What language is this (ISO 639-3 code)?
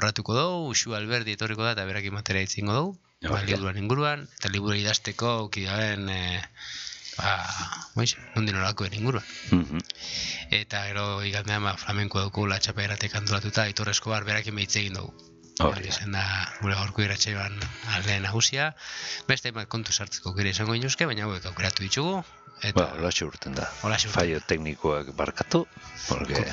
eus